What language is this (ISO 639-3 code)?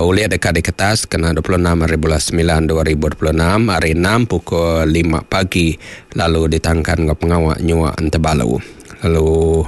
iba